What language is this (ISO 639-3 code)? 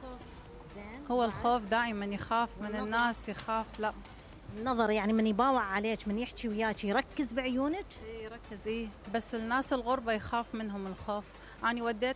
acm